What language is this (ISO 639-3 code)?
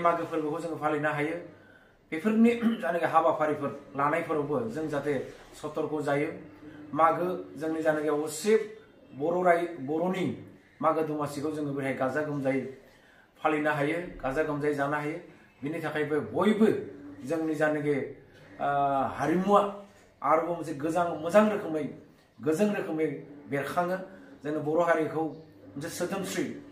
brx